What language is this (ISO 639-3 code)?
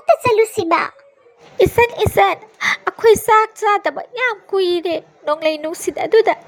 mni